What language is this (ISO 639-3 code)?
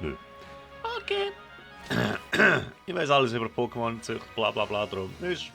gsw